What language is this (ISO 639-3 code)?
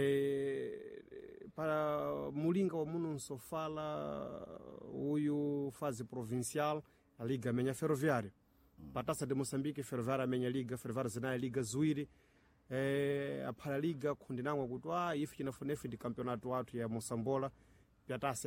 seh